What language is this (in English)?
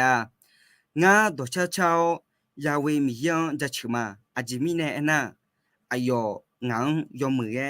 Akha